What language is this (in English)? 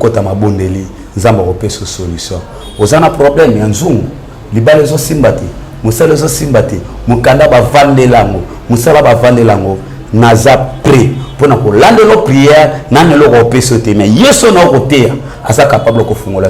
Lingala